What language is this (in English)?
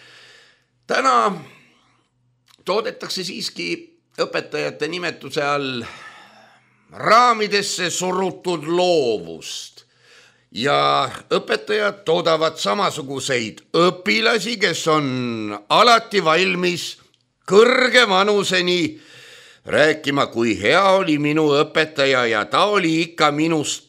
Estonian